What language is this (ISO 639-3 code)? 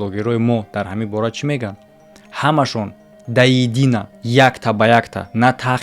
tgk